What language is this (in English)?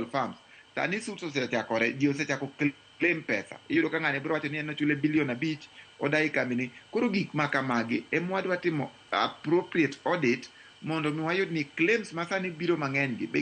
Luo (Kenya and Tanzania)